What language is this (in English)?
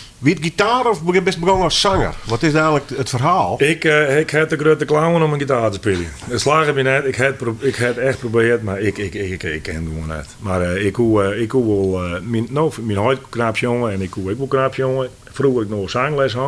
Western Frisian